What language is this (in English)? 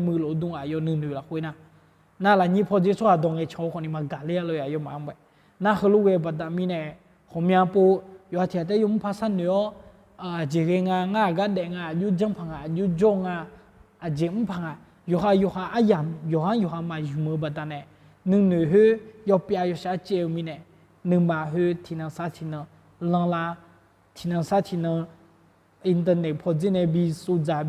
Akha